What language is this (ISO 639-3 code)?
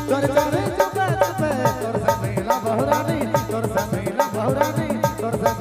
sck